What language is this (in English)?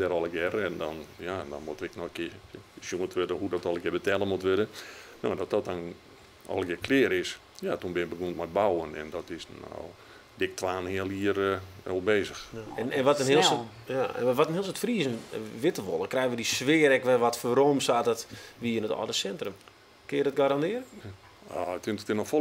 Western Frisian